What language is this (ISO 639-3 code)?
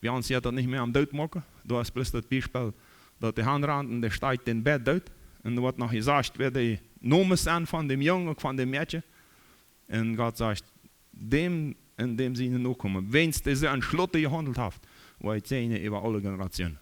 pdt